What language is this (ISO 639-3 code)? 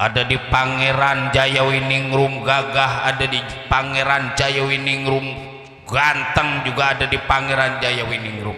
bew